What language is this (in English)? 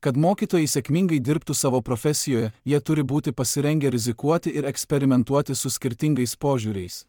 Lithuanian